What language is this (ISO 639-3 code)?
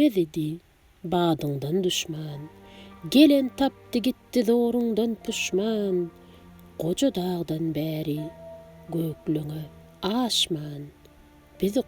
tuk